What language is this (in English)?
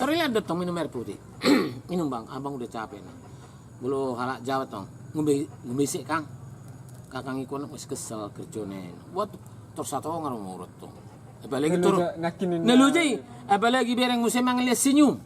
Batak Toba